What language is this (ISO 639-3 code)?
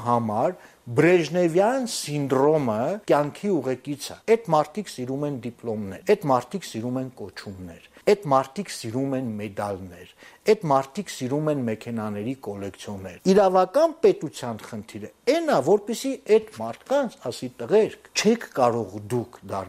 hye